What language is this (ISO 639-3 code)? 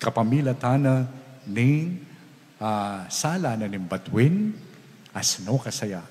pam